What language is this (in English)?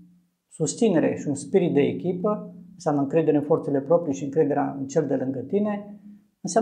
Romanian